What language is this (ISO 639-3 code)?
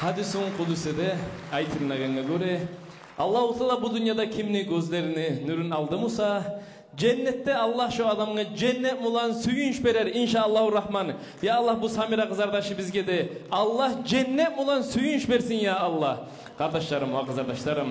kum